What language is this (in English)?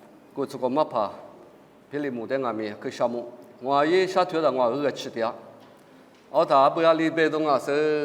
Lisu